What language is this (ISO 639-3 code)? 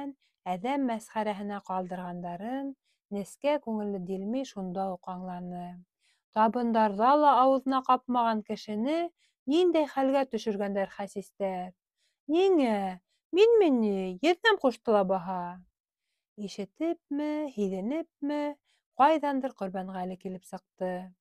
bak